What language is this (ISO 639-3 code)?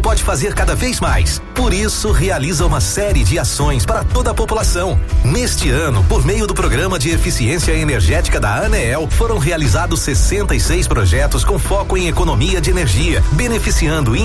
por